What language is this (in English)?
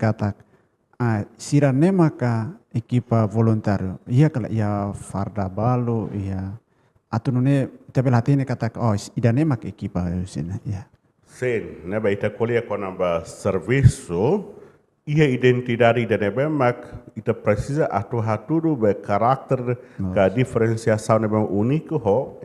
Tetum